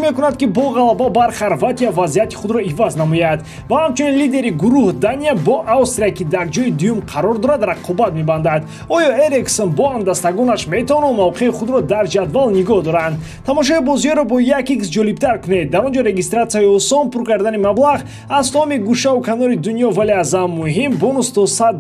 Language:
Tajik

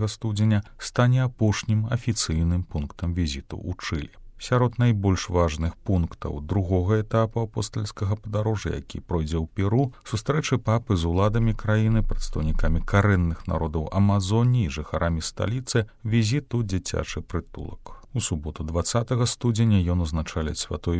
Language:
Belarusian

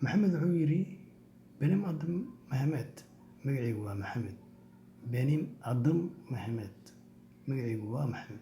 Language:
Somali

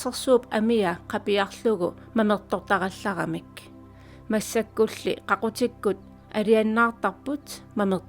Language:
Kalaallisut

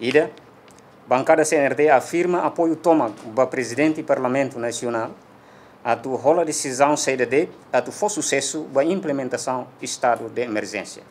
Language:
Tetum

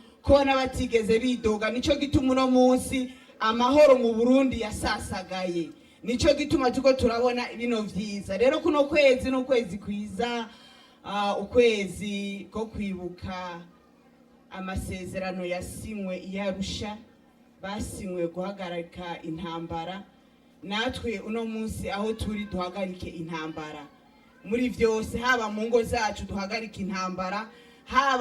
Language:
Rundi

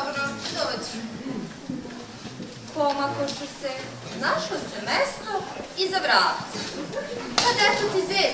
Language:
Serbian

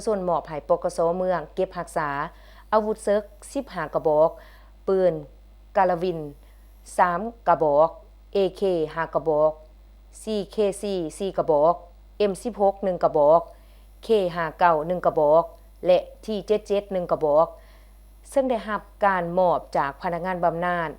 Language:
Lao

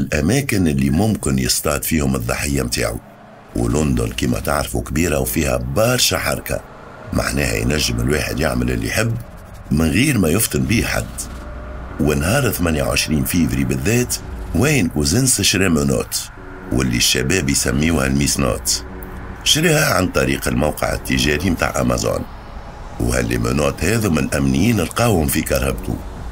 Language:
Tunisian Arabic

